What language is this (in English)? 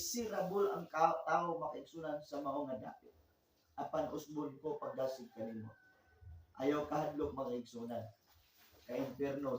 Cebuano